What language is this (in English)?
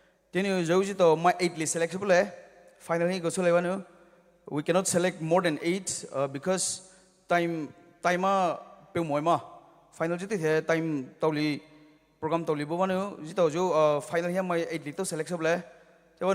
Poumei Naga